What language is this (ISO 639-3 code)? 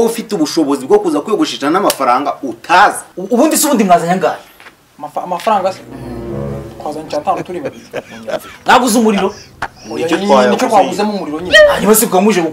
kin